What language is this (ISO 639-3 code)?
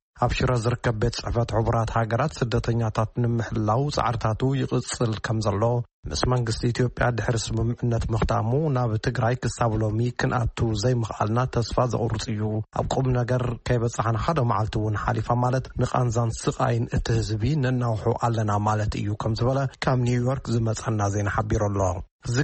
tir